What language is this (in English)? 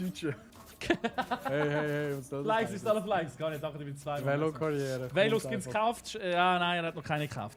Swiss German